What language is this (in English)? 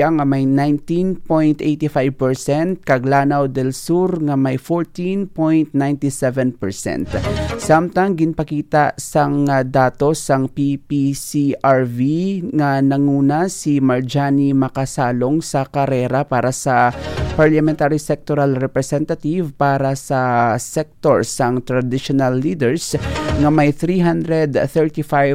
Hiligaynon